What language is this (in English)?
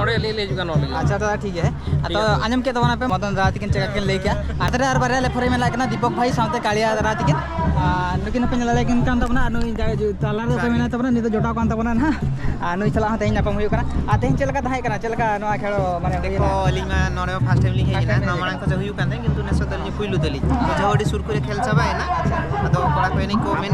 Santali